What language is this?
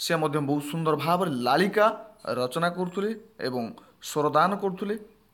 Odia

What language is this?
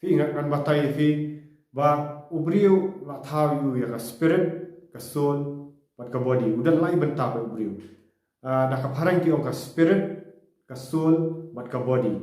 Khasi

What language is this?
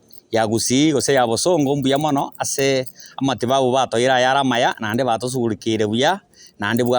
Gusii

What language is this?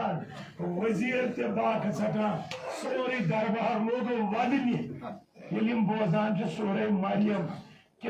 Kashmiri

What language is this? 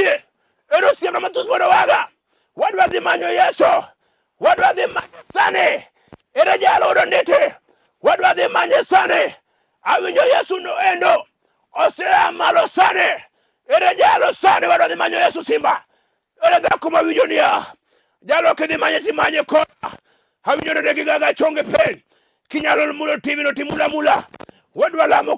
Luo (Kenya and Tanzania)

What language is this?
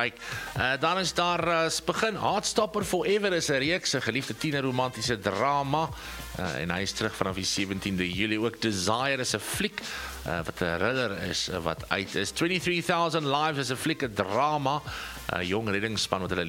Afrikaans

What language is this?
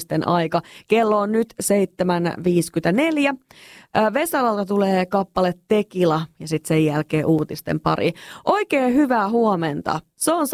Finnish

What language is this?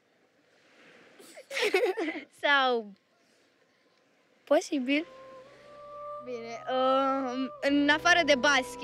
Romanian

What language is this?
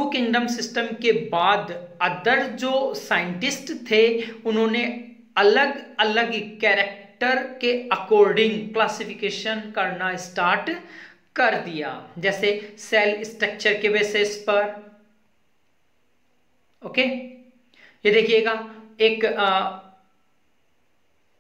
Hindi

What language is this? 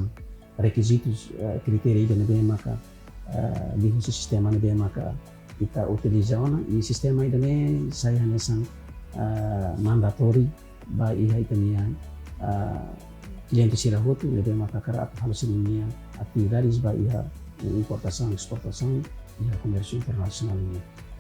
Tetum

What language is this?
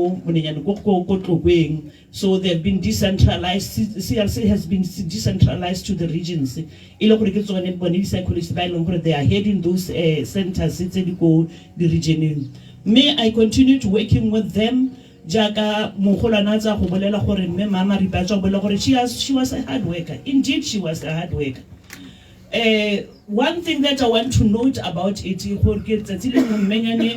Tswana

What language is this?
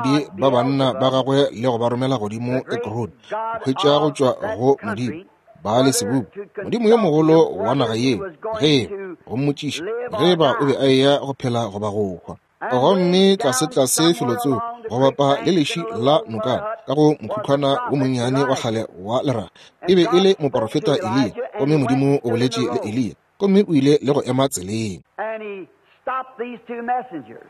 Northern Sotho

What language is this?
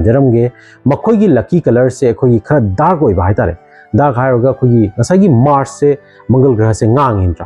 Manipuri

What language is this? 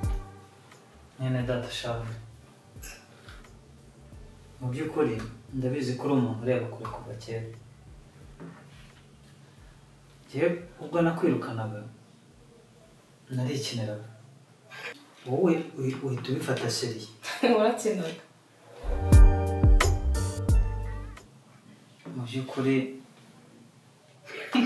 Kinyarwanda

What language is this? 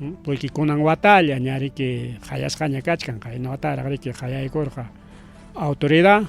Ayacucho Quechua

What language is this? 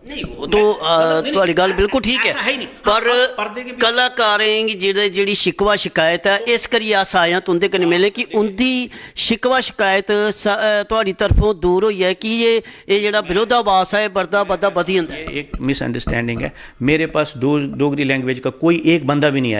Dogri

